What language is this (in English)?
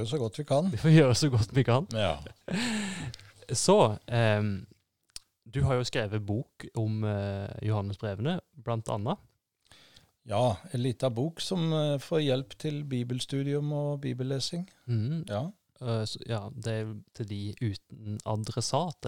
Norwegian